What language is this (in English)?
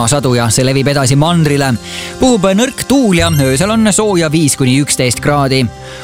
Estonian